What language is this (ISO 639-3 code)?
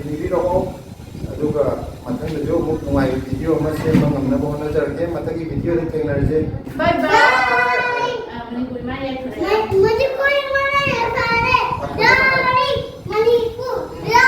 mni